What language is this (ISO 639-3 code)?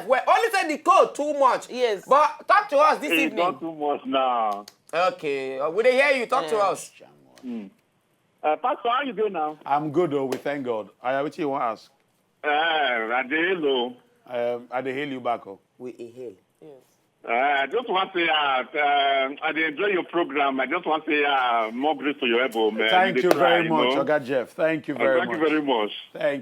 pcm